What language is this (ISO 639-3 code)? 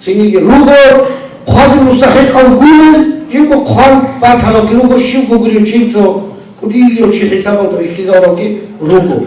ava